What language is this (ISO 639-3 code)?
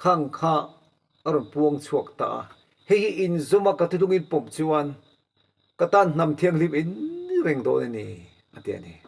lus